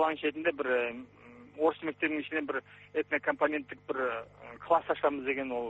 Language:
Kazakh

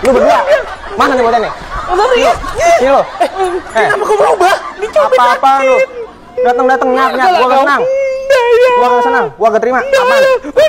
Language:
Betawi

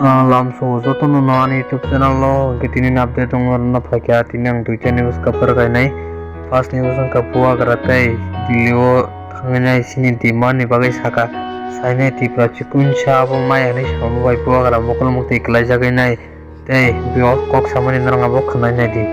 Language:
Kok Borok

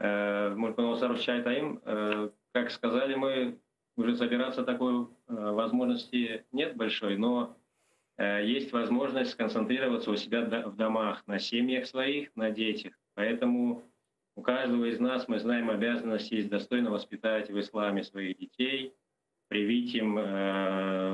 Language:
Crimean Tatar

